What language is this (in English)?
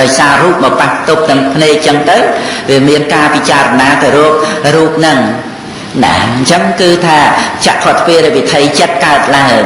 Khmer